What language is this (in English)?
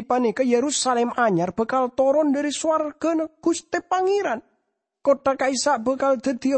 Madurese